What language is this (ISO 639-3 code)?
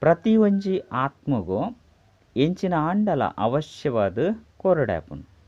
tcy